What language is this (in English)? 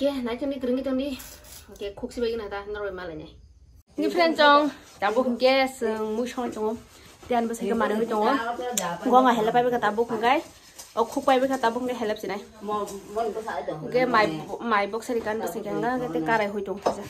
Kok Borok